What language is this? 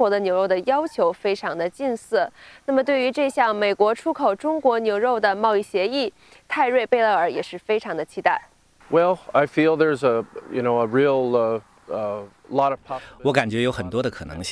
Chinese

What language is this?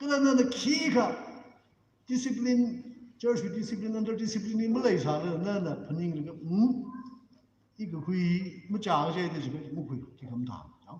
Tangkhul Naga (India)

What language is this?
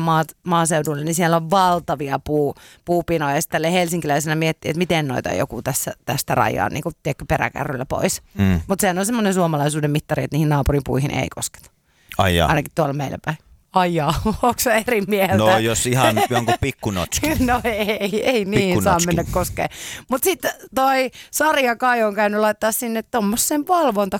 Finnish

